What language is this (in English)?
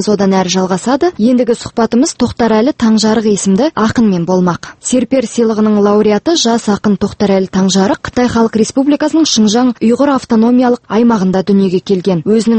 Kazakh